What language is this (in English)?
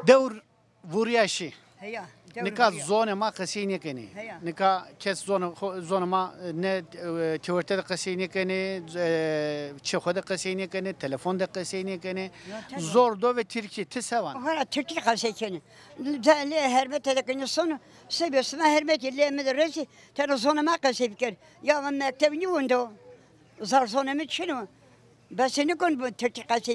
Zaza